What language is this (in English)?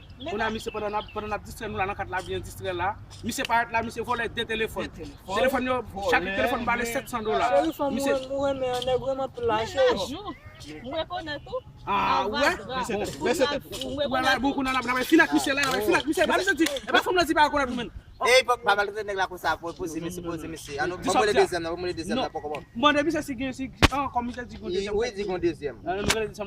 Haitian Creole